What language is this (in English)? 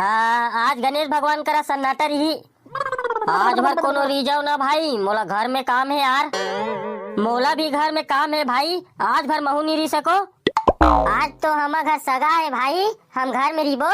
Chhattisgarhi